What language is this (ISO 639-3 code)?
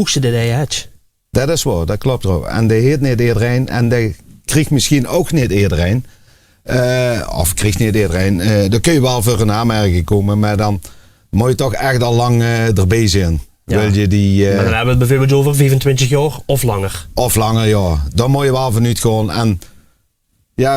lim